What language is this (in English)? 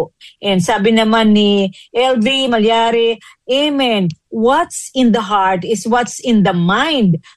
Filipino